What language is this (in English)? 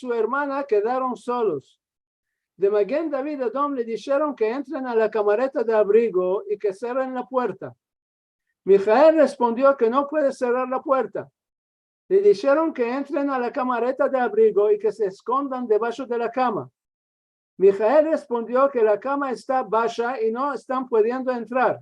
Ladino